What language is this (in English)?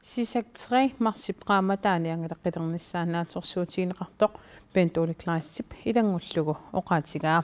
Kalaallisut